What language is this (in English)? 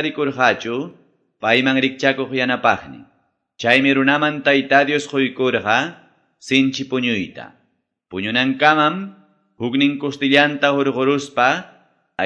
Quechua